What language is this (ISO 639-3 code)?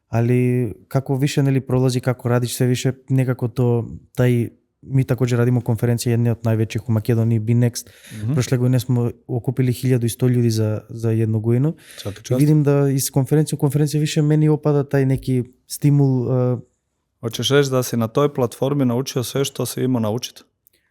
mkd